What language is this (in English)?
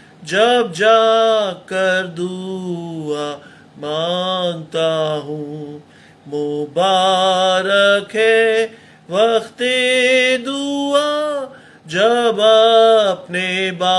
Hindi